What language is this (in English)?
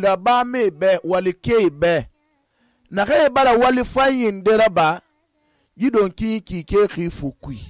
Susu